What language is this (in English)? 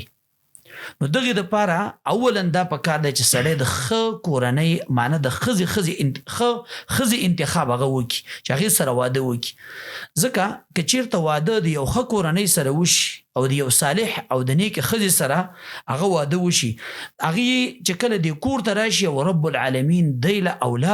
Pashto